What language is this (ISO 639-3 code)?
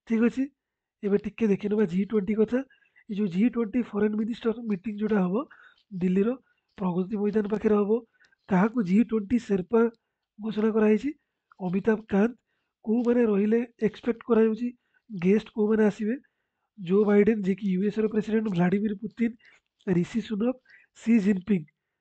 ori